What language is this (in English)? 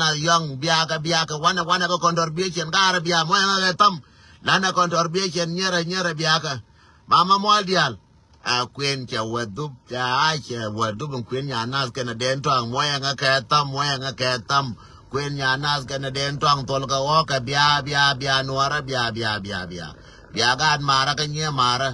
Nuer